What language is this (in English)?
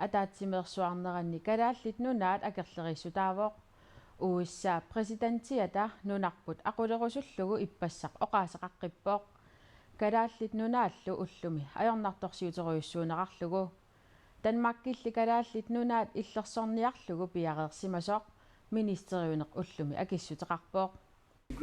Kalaallisut